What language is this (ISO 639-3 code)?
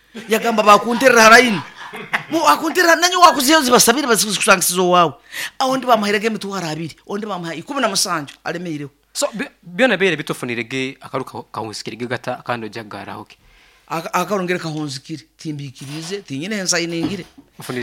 nyn